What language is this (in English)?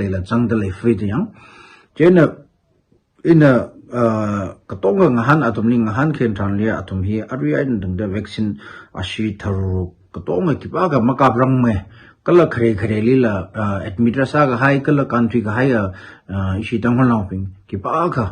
Tangkhul Naga (India)